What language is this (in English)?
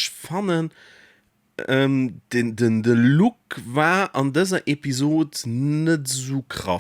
Luxembourgish